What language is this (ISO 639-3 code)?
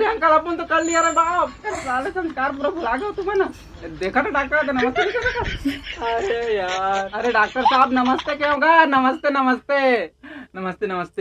hne